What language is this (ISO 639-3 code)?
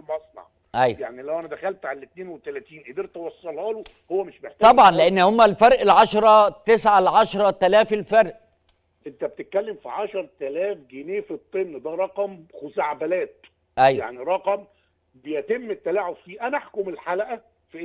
arz